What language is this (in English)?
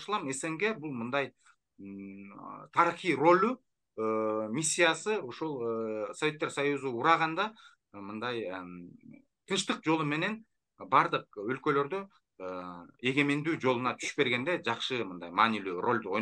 Kyrgyz